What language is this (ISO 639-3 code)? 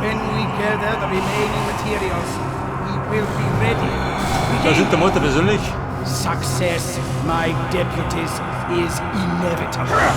bar